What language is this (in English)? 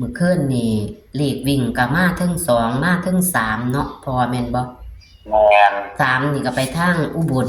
Northeastern Thai